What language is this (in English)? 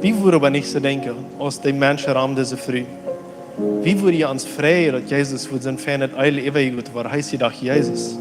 Plautdietsch